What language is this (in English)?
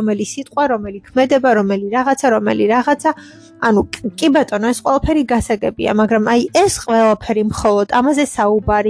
Georgian